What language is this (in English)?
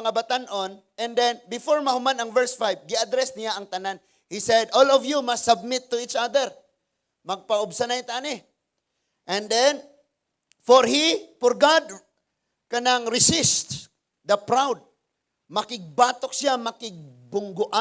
Cebuano